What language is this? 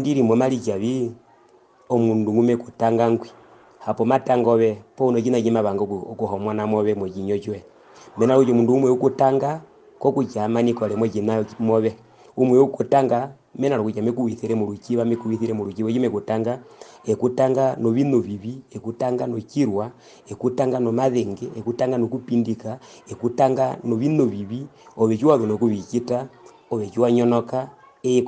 Herero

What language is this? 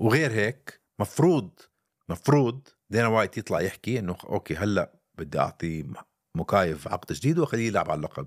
North Levantine Arabic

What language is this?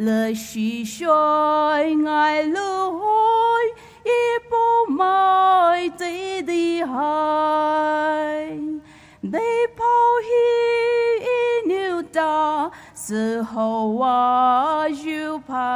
Poumei Naga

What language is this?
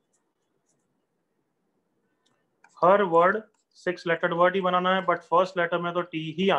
Hindi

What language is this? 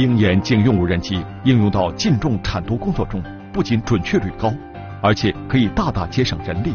Chinese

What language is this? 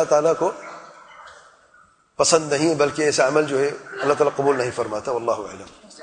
Urdu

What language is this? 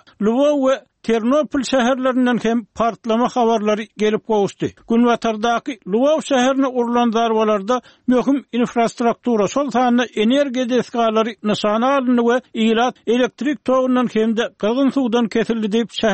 Turkmen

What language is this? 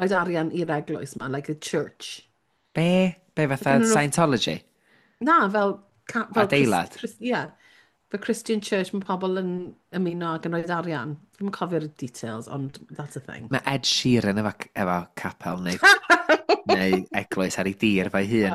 Welsh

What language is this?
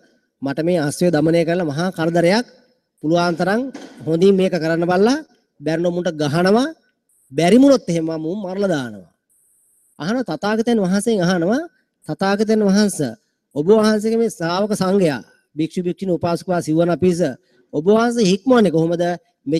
Sinhala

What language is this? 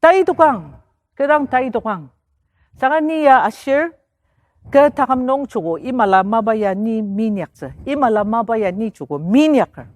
Ao Naga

